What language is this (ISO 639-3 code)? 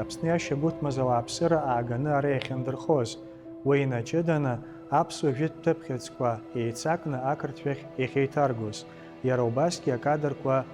abk